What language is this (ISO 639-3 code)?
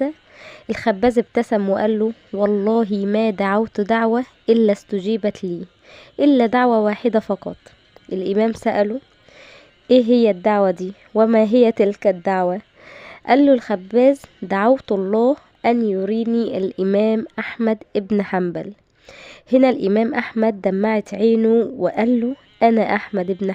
arz